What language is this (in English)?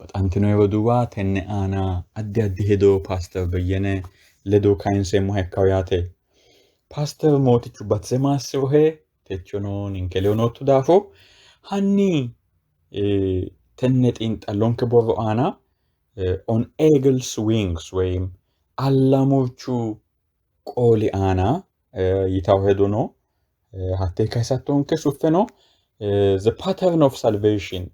Sidamo